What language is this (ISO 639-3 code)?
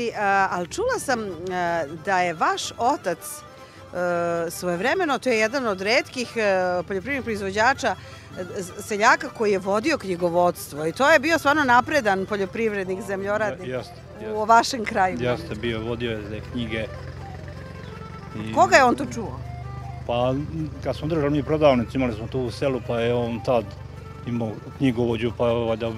srp